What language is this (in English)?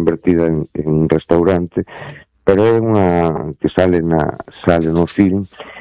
Galician